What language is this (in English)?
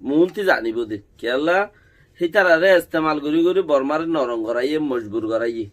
Rohingya